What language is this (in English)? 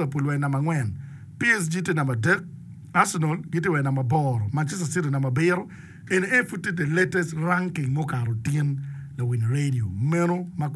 Acoli